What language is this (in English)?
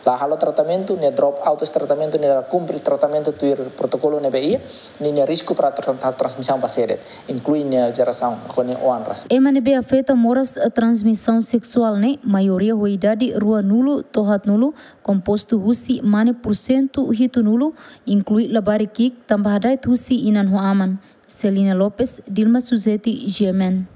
Tetum